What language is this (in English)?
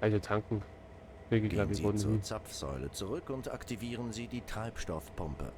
Bavarian